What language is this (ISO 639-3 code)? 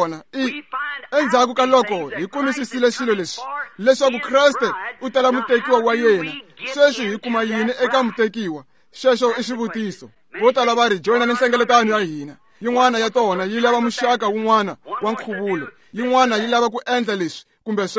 tso